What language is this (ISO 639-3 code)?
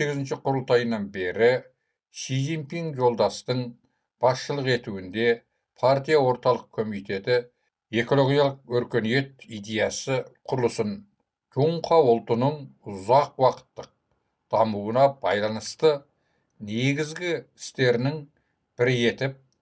kaz